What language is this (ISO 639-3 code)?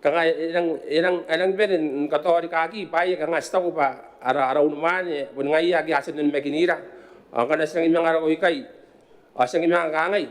gil